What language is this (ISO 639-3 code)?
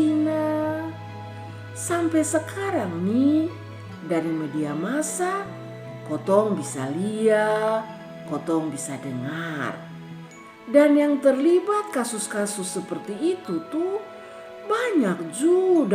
mkn